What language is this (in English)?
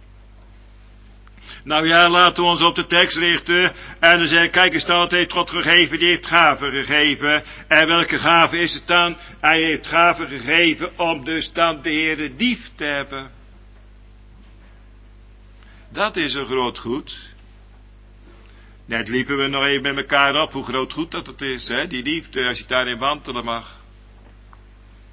Dutch